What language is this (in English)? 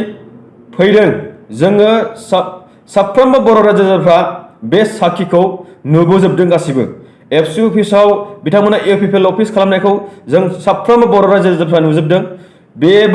Bodo